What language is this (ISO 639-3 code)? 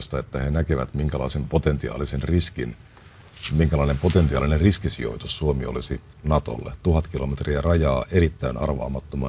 fin